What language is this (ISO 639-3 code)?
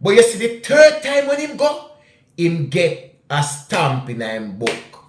jam